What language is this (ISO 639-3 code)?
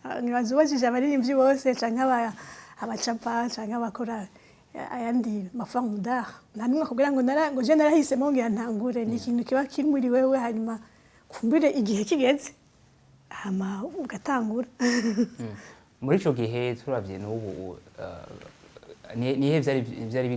run